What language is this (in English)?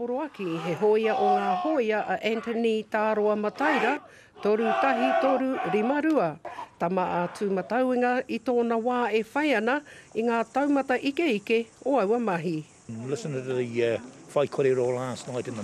Māori